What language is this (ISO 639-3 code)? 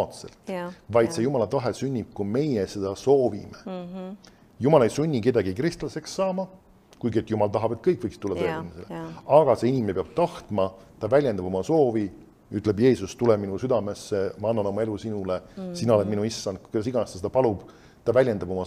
est